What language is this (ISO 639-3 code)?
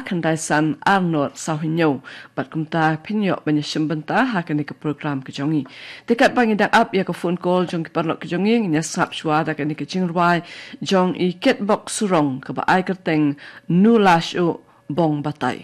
kha